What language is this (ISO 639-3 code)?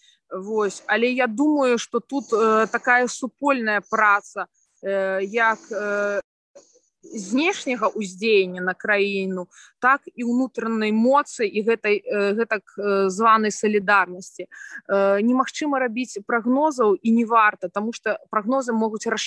bel